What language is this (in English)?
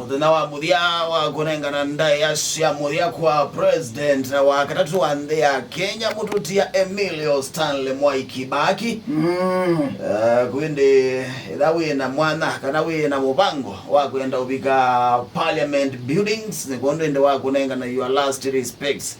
Kamba